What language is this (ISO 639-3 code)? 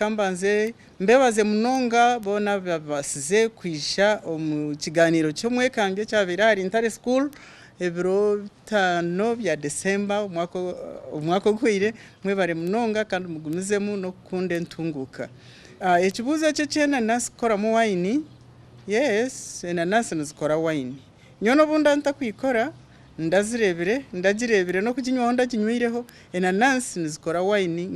nyn